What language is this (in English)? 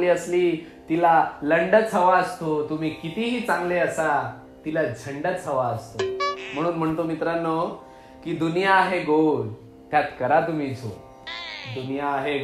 Marathi